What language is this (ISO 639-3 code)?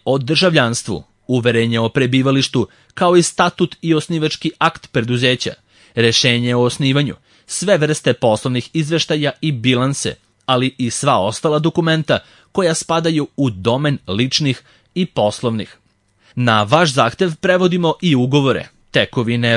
srp